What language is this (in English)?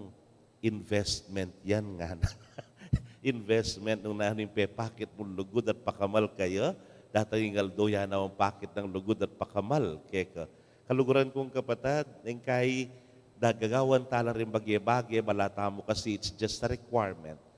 Pampanga